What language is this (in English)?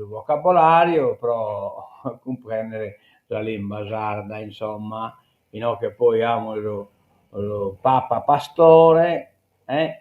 Sardinian